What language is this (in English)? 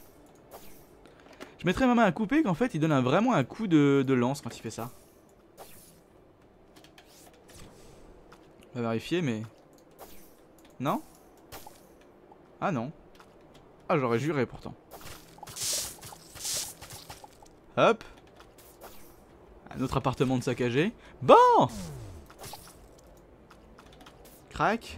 French